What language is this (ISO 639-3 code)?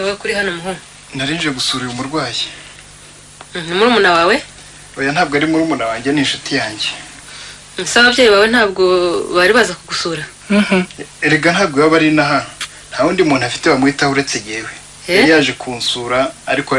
kin